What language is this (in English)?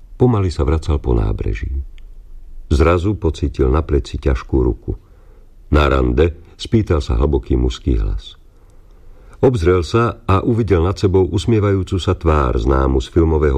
Slovak